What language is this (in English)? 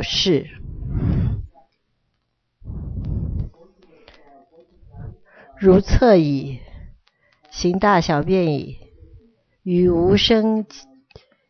Chinese